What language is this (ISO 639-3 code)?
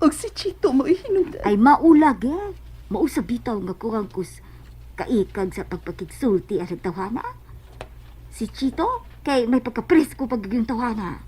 ceb